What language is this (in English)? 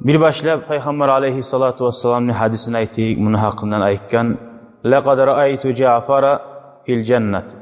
Kumyk